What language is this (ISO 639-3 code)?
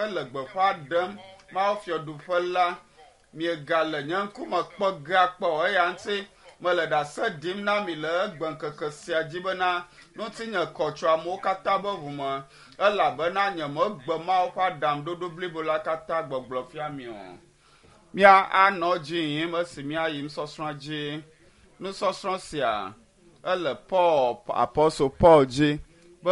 ewe